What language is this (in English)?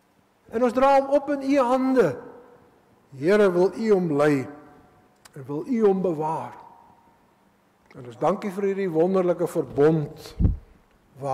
Afrikaans